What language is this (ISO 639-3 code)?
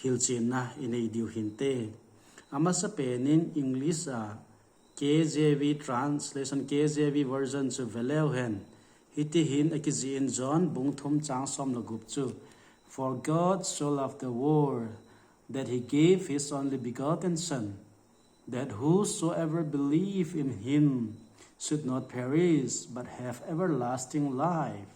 tcz